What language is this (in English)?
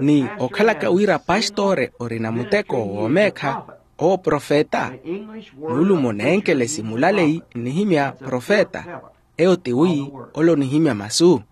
Makhuwa